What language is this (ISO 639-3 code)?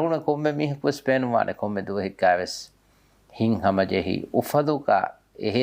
div